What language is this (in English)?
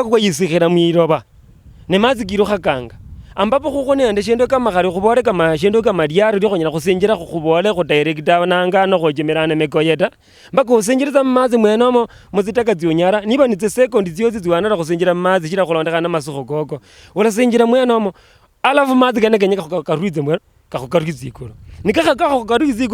Luyia